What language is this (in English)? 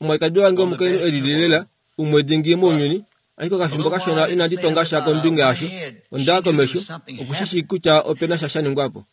Kuanyama